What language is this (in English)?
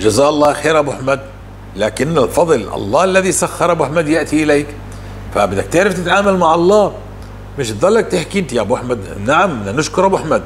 North Levantine Arabic